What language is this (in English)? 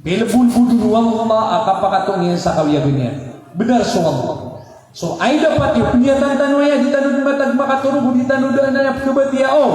Maranao